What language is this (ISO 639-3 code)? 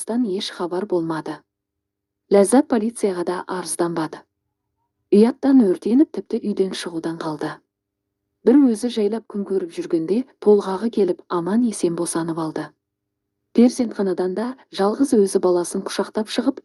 kaz